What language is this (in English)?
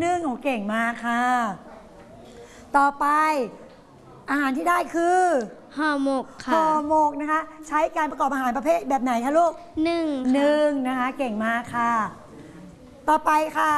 Thai